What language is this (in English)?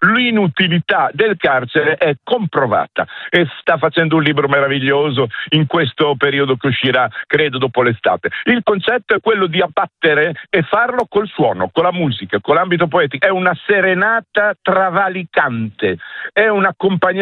Italian